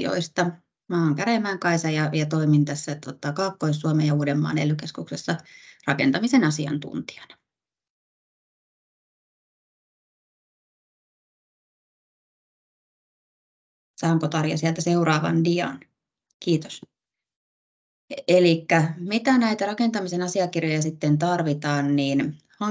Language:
Finnish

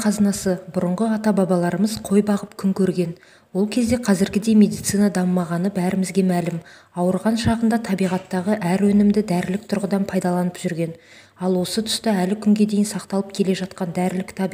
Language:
Kazakh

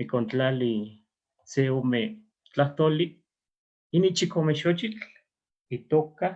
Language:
Eastern Huasteca Nahuatl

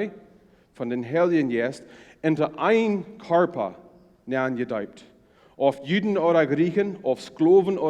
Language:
Plautdietsch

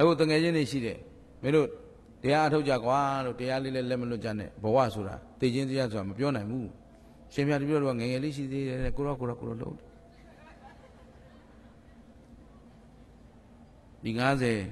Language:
Burmese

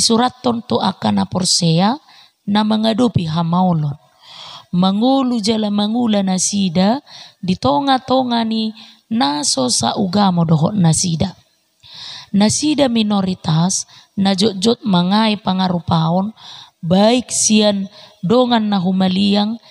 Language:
Batak Toba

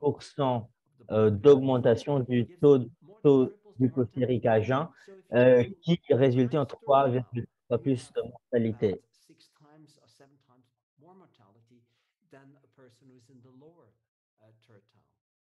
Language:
French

